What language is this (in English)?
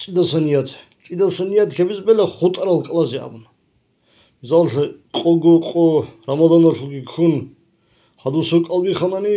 Avaric